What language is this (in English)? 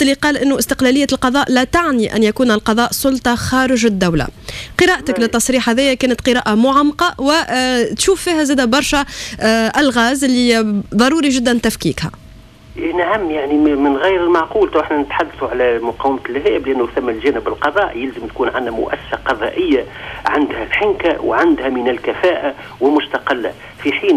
Tunisian Arabic